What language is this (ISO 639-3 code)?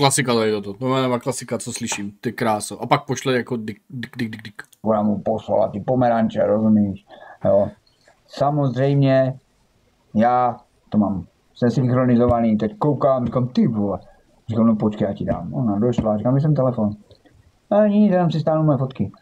ces